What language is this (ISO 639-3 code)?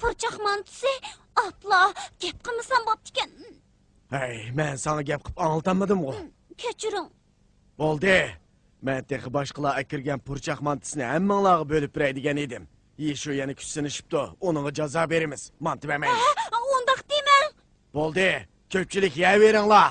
uig